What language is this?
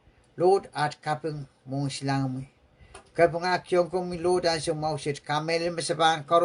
Pohnpeian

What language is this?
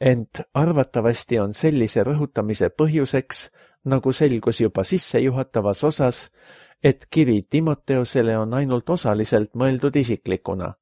Estonian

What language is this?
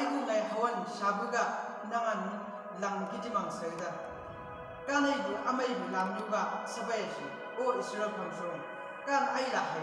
Chang Naga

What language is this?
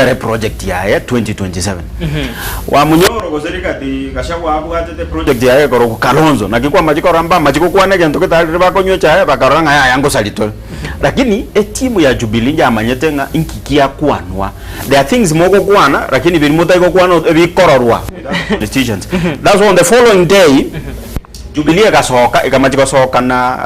Gusii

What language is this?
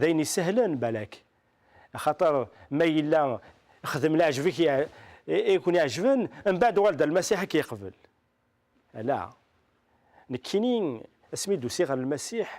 Kabyle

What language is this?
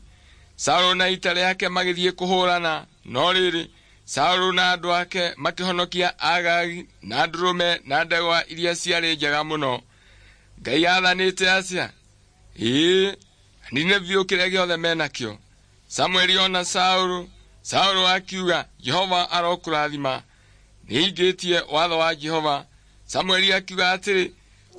Kikuyu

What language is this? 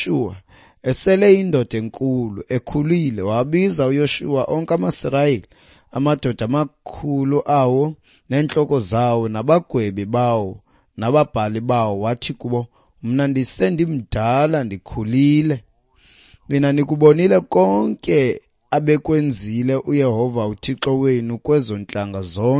Xhosa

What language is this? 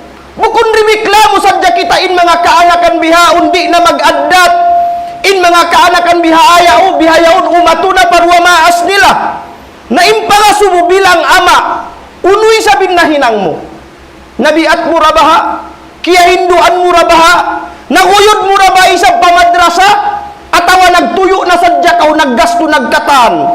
Tausug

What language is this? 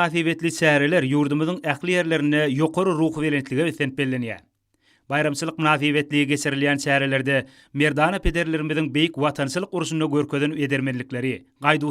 Turkmen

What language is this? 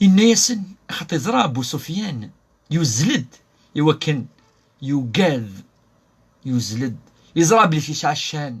Kabyle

